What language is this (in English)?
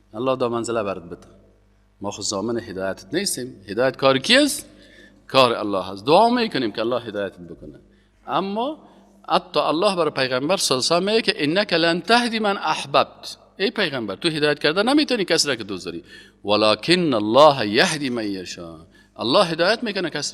Persian